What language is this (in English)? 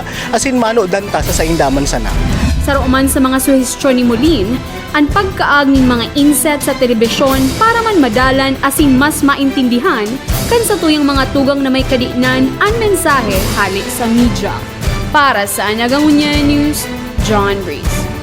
Bikol